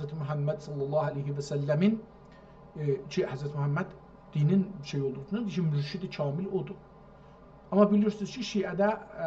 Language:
South Azerbaijani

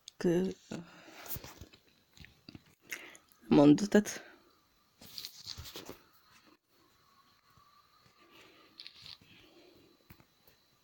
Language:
Finnish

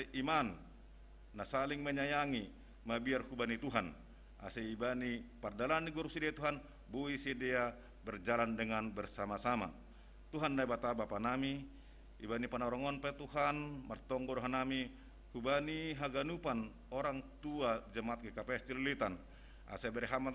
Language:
Batak Simalungun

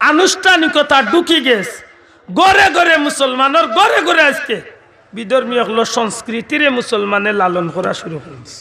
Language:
Sylheti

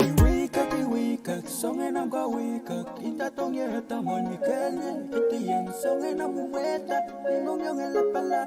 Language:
Pohnpeian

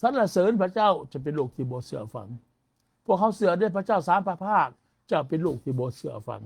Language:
Lao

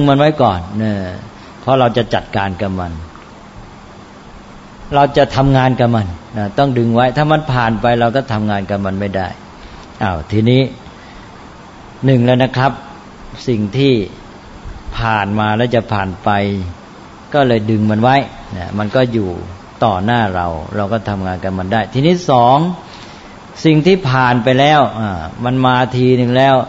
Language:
Thai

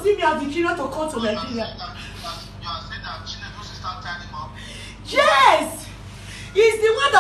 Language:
Nigerian Pidgin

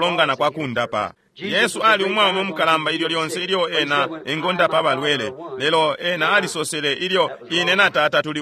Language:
Bemba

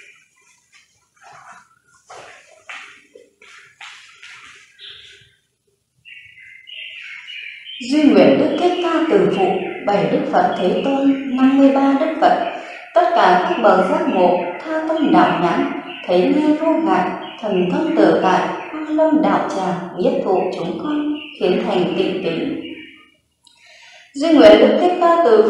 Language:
Vietnamese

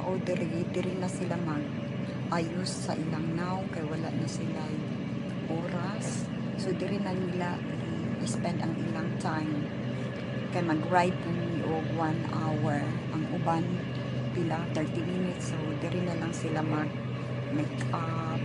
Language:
Cebuano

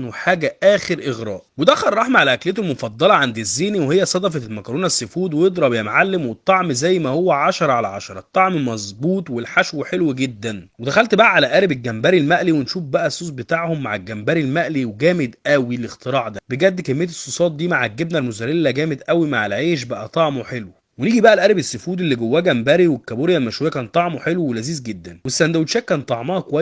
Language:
Egyptian Arabic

